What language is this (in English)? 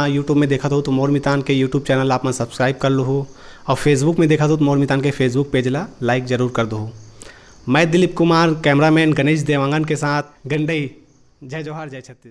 Chhattisgarhi